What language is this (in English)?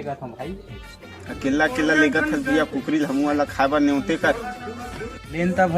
Chhattisgarhi